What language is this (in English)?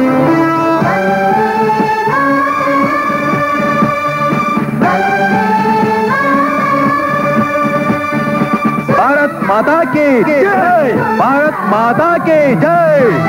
Kannada